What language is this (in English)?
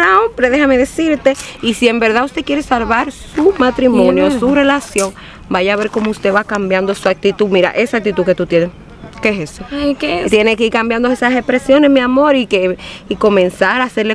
Spanish